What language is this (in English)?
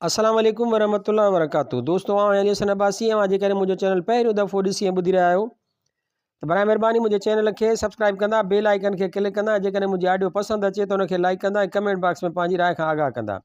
Sindhi